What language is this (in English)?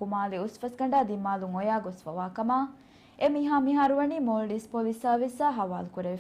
Divehi